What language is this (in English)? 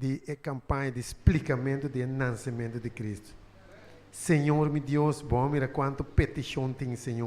Papiamento